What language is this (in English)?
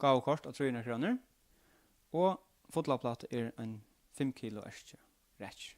Faroese